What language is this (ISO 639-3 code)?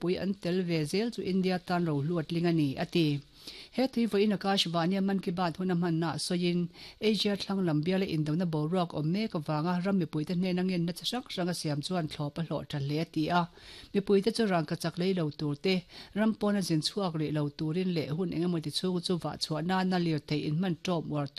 lus